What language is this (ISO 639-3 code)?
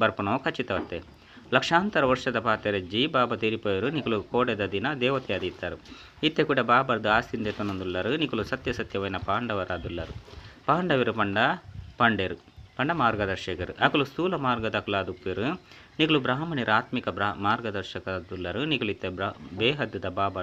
tcy